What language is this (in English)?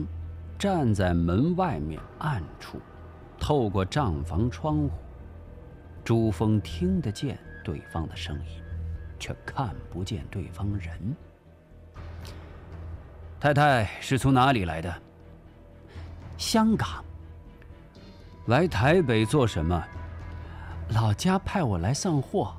Chinese